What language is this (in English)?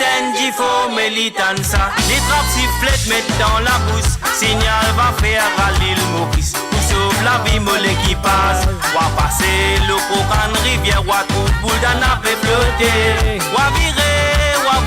Morisyen